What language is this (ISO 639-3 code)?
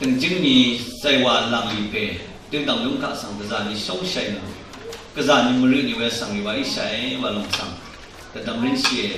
raw